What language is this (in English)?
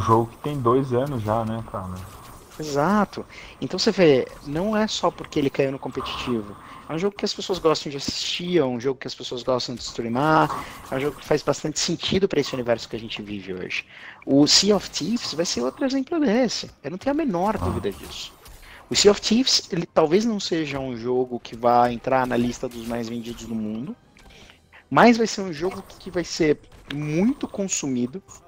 Portuguese